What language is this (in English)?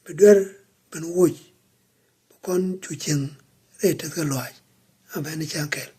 Nuer